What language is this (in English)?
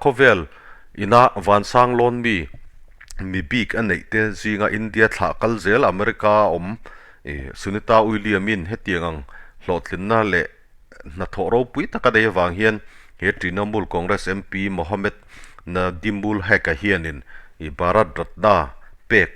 Mizo